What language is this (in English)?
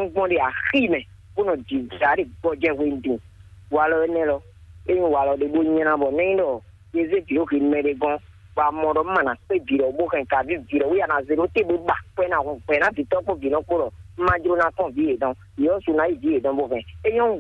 Fon